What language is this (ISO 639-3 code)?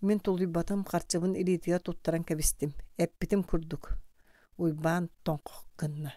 sah